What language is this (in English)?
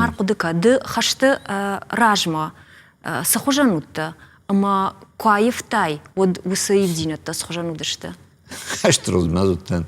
Ossetic